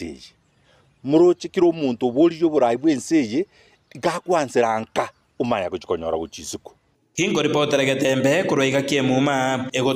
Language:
Gusii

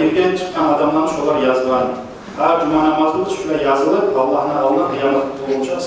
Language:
Kumyk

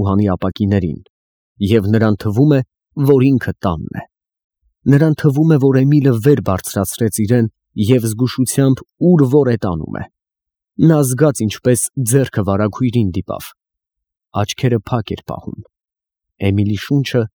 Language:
Armenian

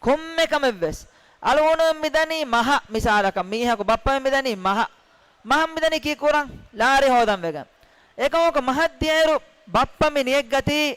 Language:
Divehi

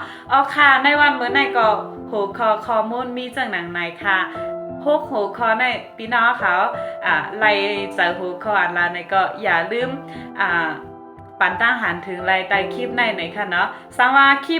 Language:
Shan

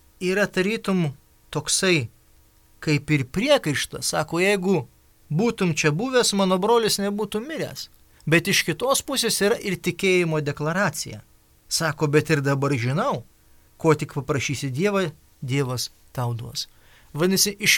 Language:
Lithuanian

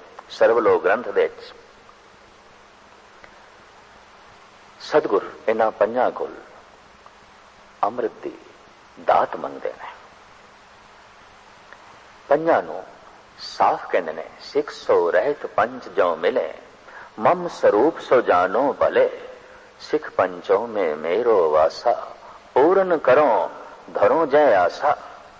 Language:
Punjabi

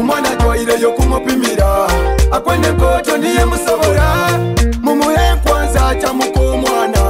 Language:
Nyoro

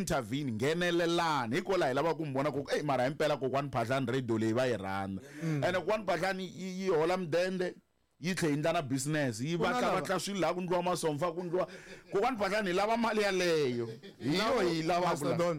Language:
Tsonga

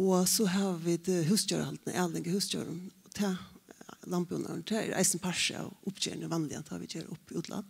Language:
Faroese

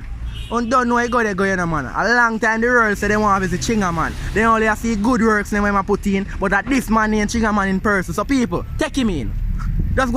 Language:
Jamaican Creole English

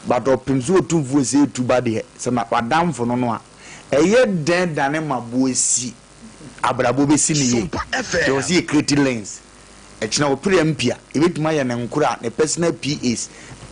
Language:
Akan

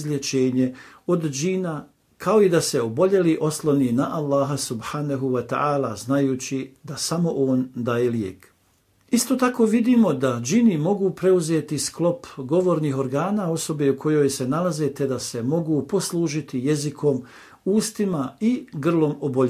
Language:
Bosnian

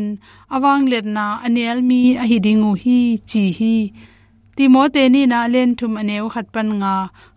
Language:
Tedim Chin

